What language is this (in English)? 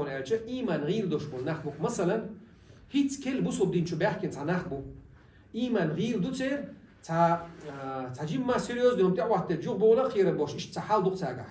Chechen